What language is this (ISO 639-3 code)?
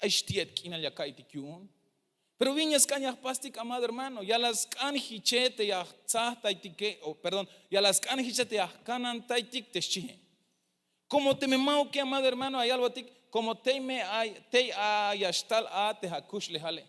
tzh